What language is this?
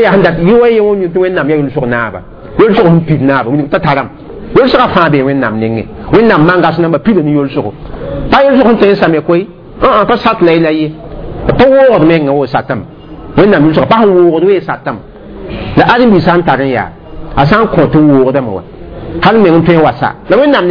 Mossi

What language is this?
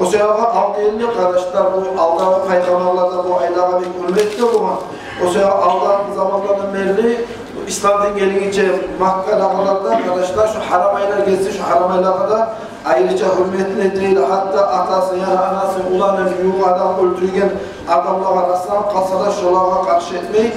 Kumyk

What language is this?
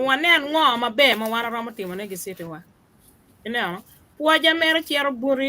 Acoli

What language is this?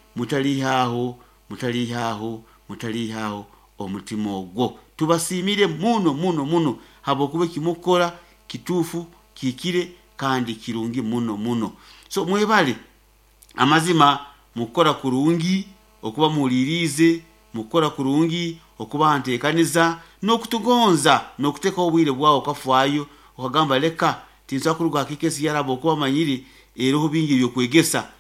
Nyankole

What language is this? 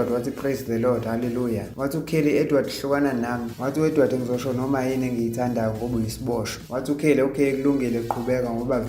Zulu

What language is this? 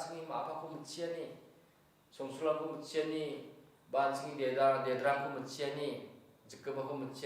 Garo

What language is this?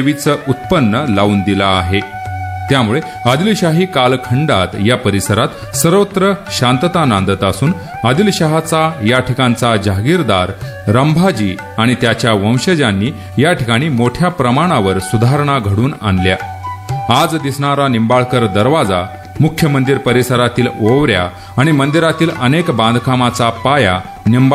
Marathi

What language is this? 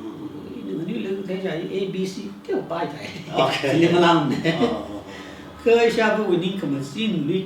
Tangkhul Naga (India)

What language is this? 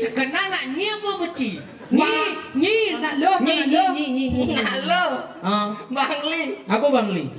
Balinese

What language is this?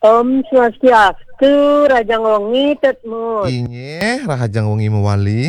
Balinese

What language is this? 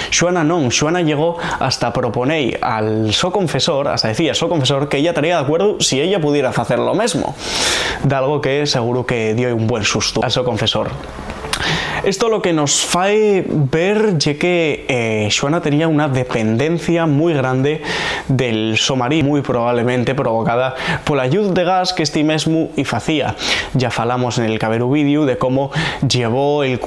Asturian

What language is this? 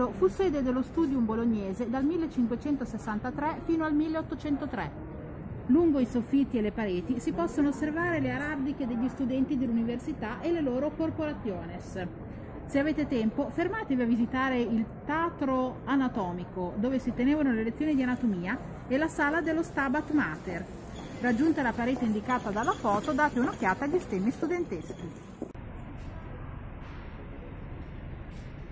Italian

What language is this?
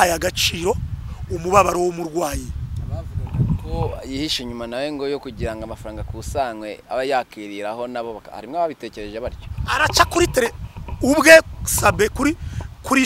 Kinyarwanda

